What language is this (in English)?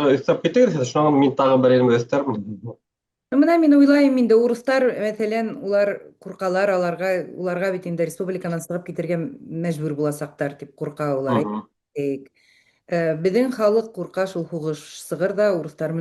Bashkir